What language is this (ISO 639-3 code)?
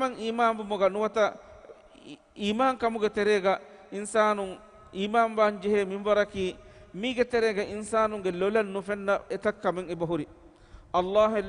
div